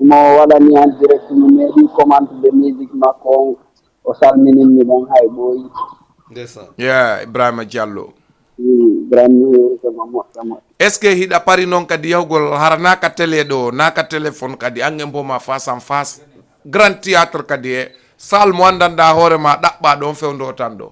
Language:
Fula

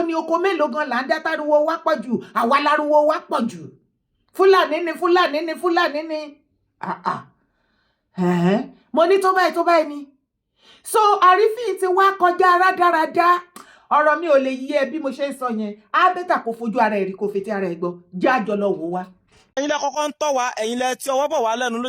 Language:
Yoruba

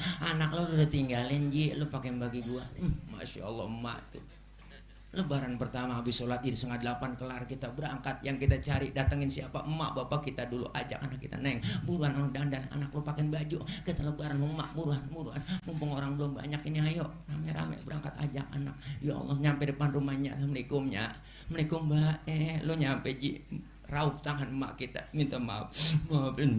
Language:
Betawi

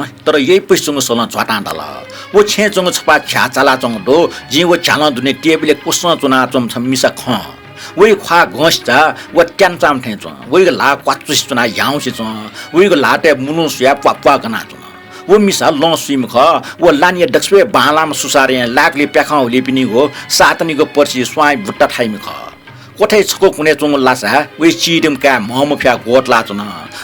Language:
Newari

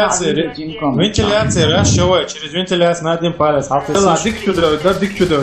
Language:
Chechen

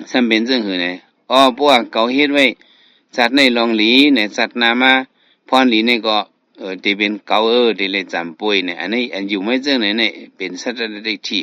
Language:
Shan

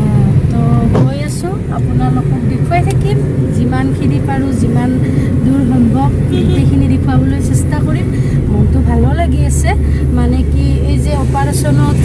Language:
Assamese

